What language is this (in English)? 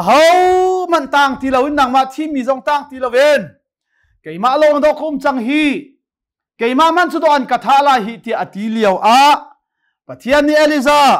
Hakha Chin